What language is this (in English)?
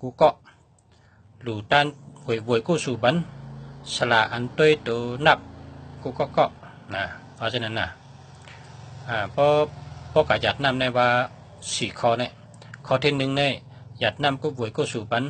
Shan